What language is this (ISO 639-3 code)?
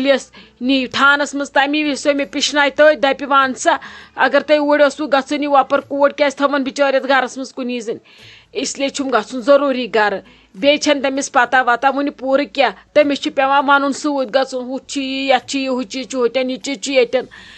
kas